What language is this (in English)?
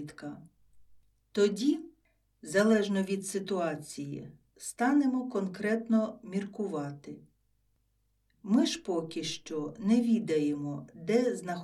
Ukrainian